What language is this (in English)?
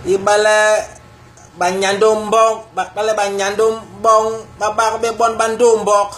Basaa